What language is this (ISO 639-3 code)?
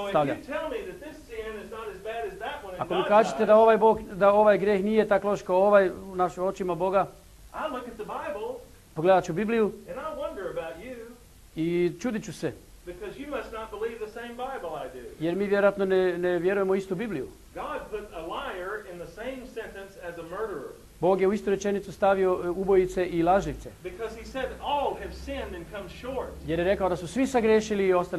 hrv